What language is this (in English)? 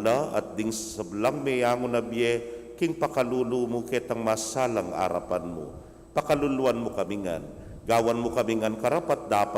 Pampanga